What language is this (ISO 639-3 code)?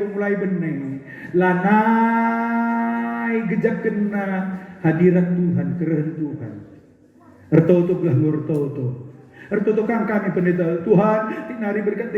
btx